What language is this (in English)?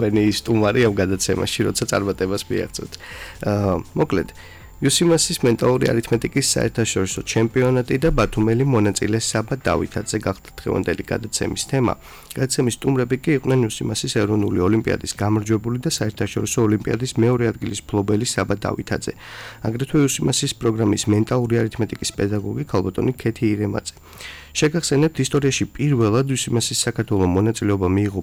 Georgian